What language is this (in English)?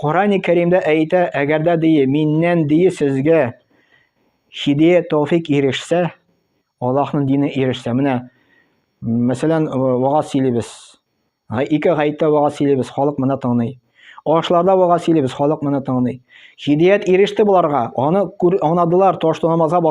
Tatar